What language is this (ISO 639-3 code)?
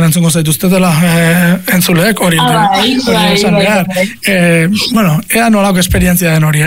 eus